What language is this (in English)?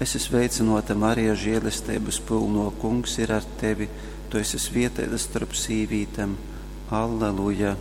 Latgalian